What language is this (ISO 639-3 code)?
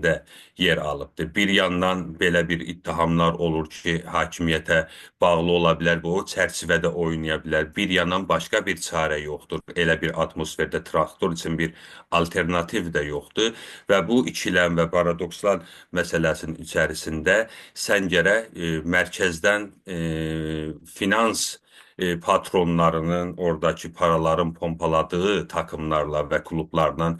azb